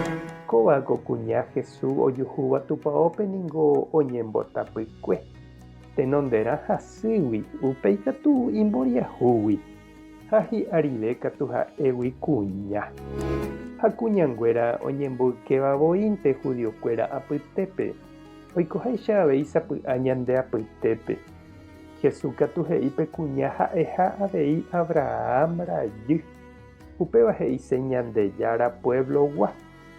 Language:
Guarani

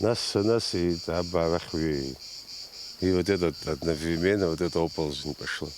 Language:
Abkhazian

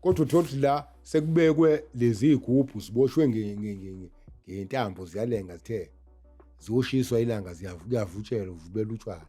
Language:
Zulu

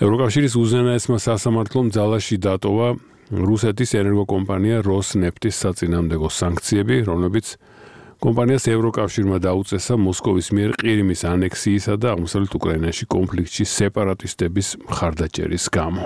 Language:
Georgian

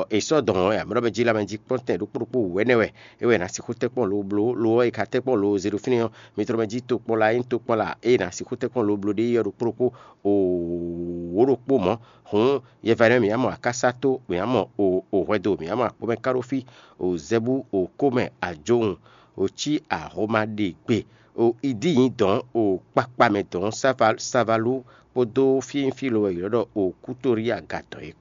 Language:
Fon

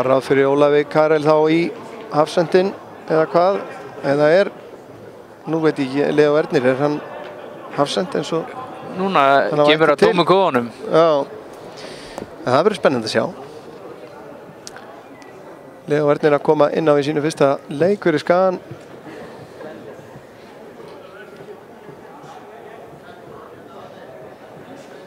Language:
Icelandic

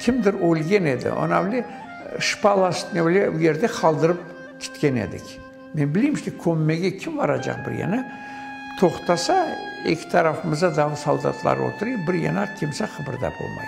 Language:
Crimean Tatar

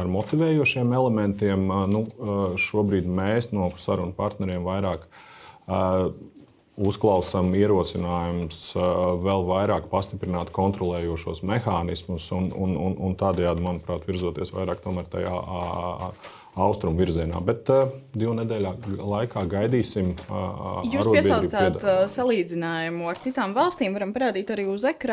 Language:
Latvian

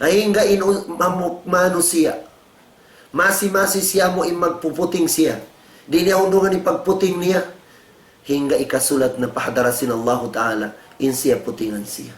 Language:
Tausug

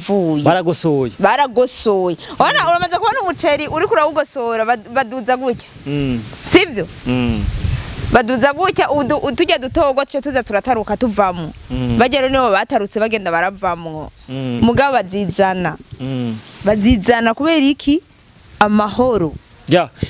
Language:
Rundi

